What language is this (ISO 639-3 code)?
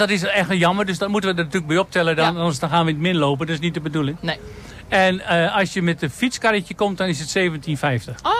nld